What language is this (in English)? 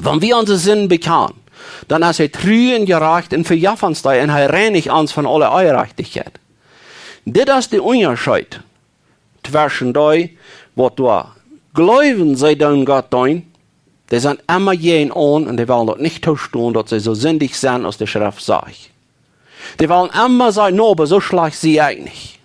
Plautdietsch